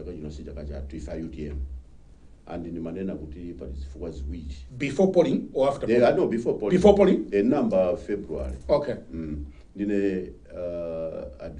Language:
Nyanja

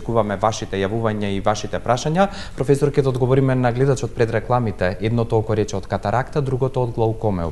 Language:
Macedonian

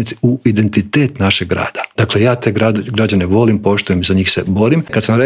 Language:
Croatian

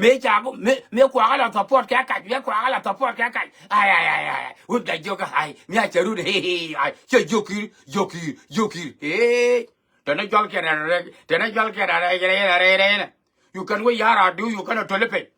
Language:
Nuer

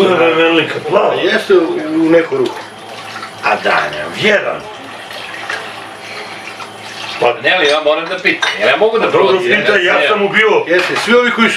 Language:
Serbian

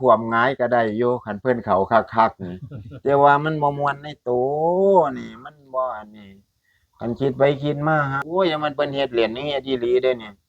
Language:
Northeastern Thai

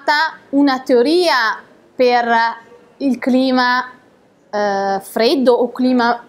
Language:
Italian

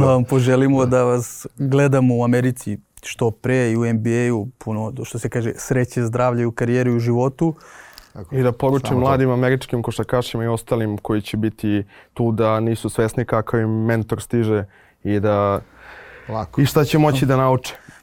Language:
Serbian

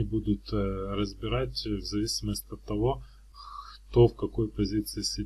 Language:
Russian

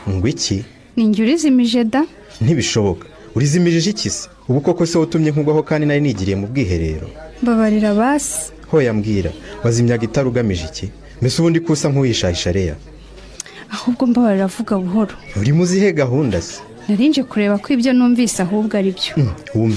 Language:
Kinyarwanda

